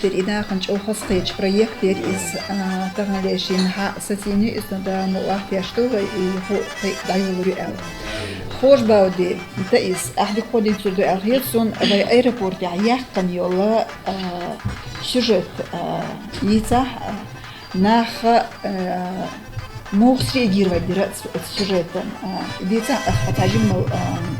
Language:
Chechen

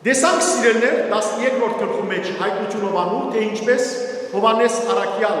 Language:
Western Armenian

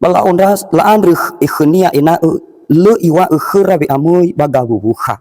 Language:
Nias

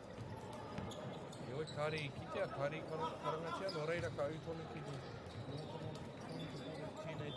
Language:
Māori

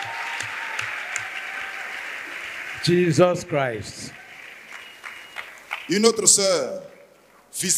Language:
French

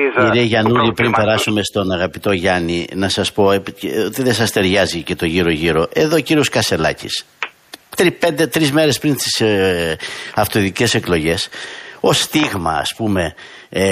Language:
Greek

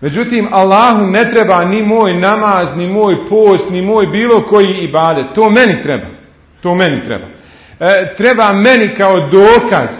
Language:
Bosnian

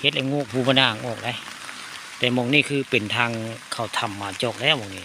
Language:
Northeastern Thai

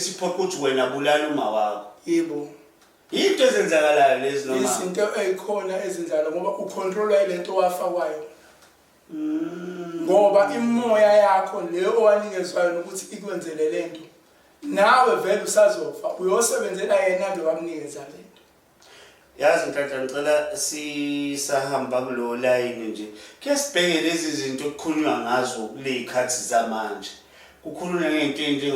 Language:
Zulu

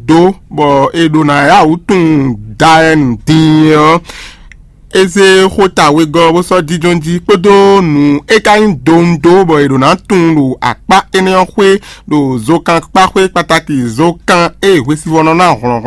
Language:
Fon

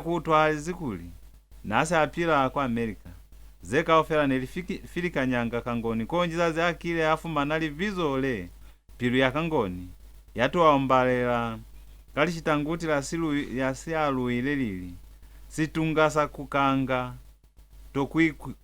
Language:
Lozi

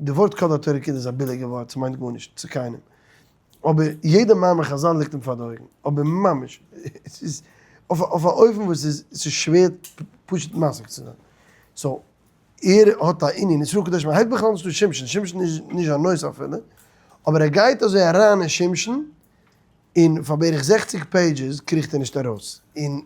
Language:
Yiddish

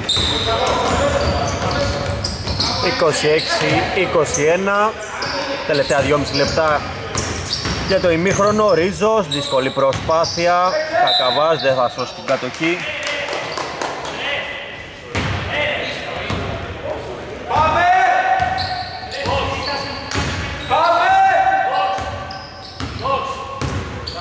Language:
Greek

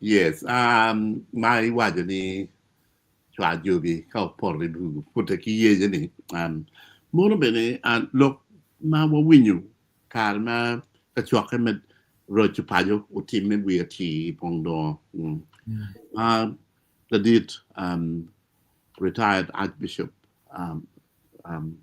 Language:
Acoli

